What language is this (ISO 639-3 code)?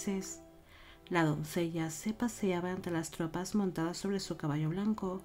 spa